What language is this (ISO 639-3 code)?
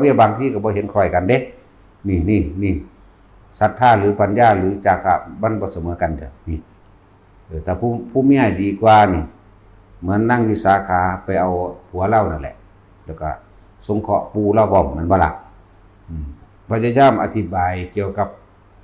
tts